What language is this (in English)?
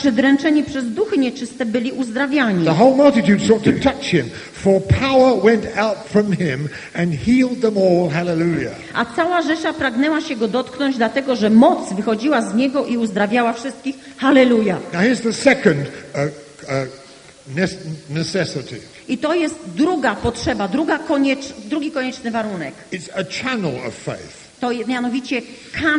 Polish